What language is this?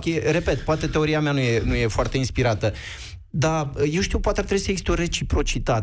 Romanian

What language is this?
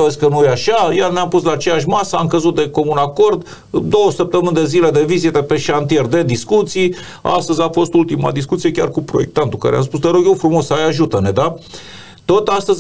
Romanian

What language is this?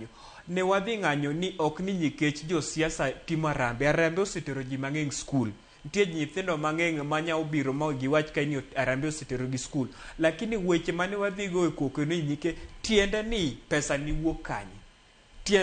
Luo (Kenya and Tanzania)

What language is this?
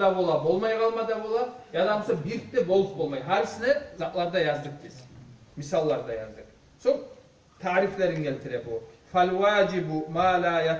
Kumyk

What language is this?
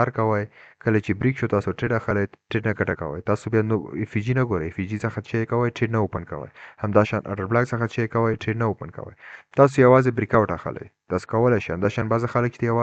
Pashto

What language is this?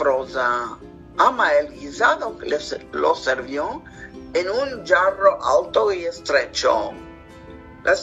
Ladino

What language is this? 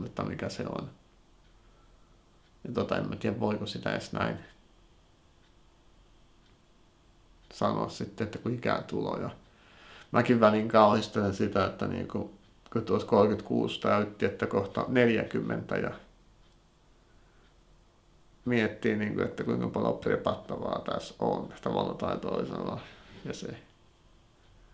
Finnish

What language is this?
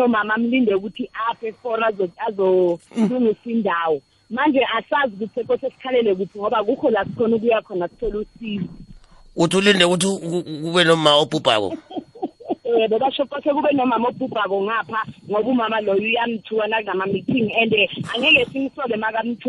South Ndebele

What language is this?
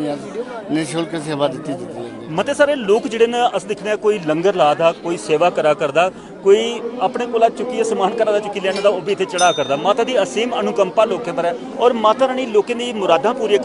Dogri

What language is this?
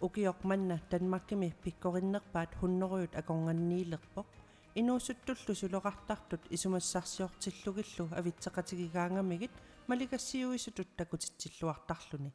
Kalaallisut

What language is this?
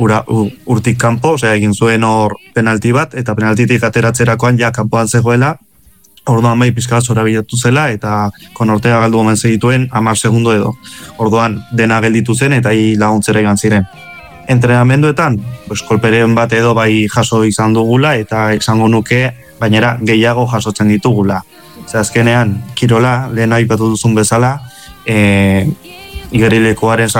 Basque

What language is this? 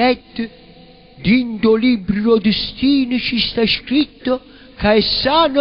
Neapolitan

